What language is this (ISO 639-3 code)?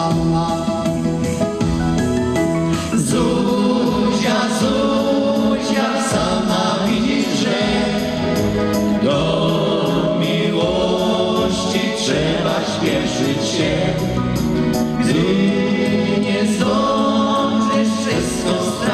pol